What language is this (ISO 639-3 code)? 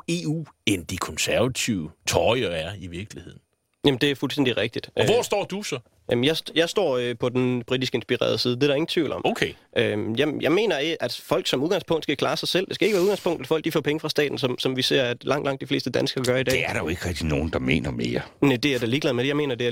dan